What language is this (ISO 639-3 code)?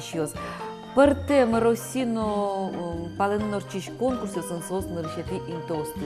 udm